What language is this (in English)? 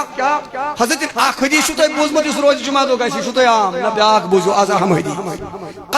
Kashmiri